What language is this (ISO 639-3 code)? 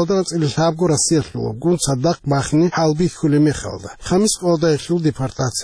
ava